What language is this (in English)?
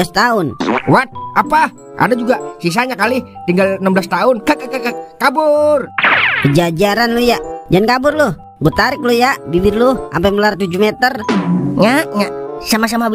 Betawi